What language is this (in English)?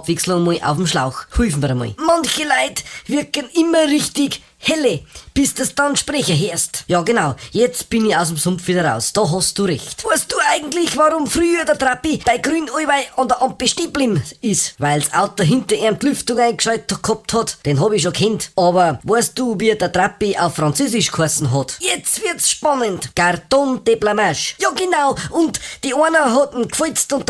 Bavarian